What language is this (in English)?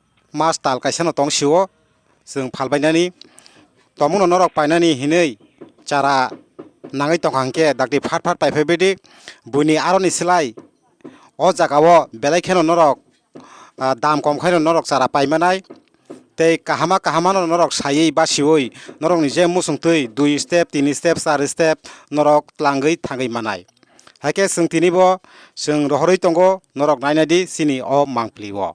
Kok Borok